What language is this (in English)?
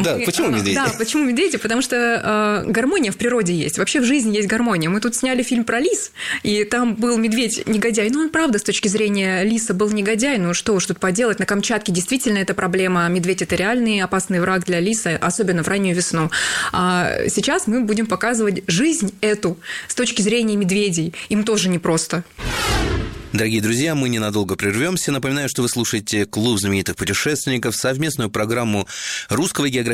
Russian